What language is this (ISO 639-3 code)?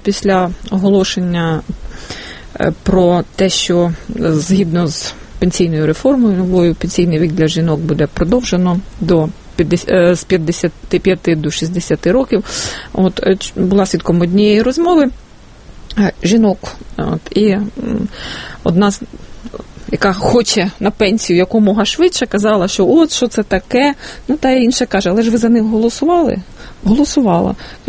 ukr